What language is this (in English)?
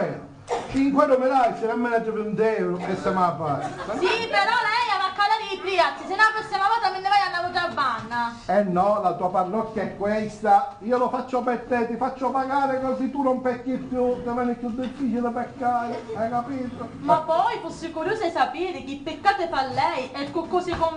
Sicilian